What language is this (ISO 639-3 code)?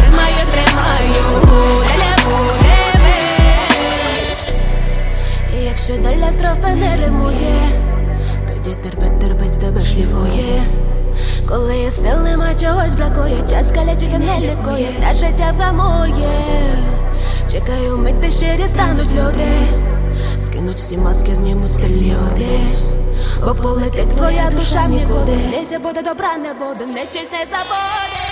ukr